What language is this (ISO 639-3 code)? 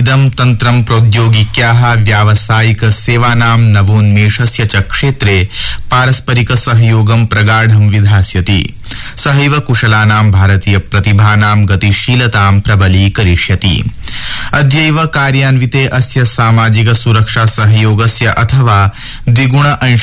san